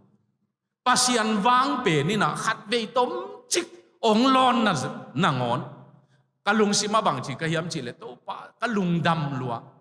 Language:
Tedim Chin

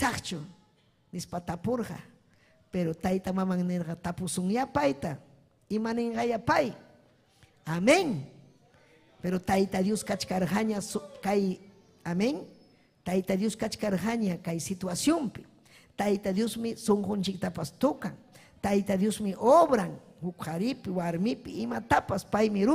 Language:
Ayacucho Quechua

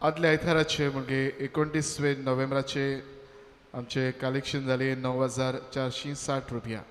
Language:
Konkani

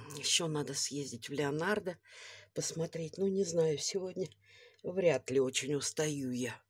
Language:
Russian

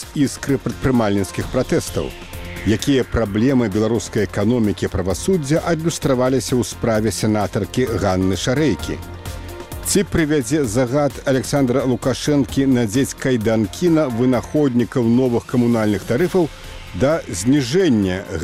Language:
Belarusian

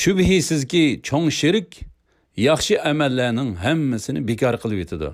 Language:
Uyghur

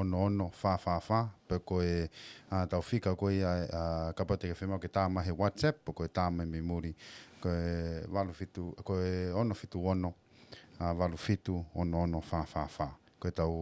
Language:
Tongan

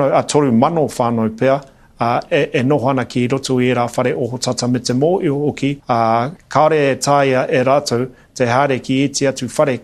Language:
Māori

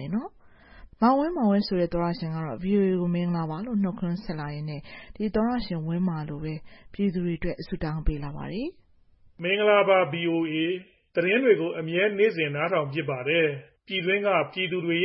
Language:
Burmese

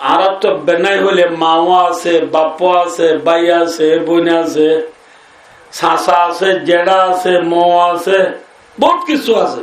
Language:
Rohingya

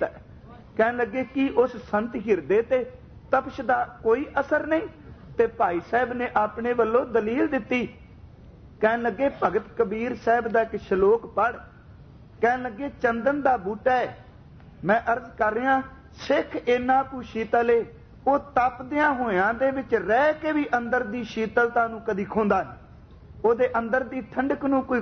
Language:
Punjabi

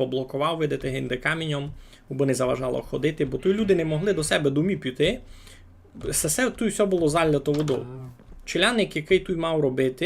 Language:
Rusyn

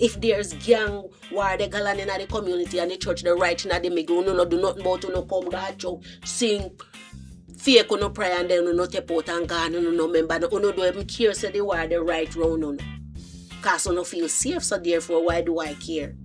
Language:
Jamaican Creole English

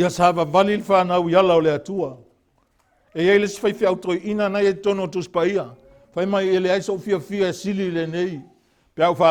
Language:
Samoan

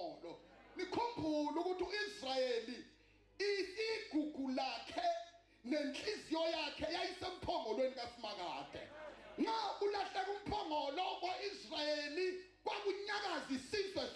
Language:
Zulu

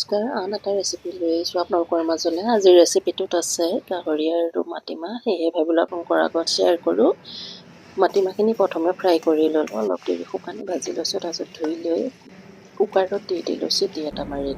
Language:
Assamese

